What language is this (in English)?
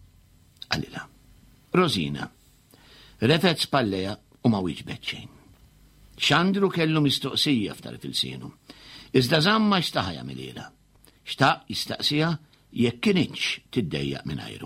Maltese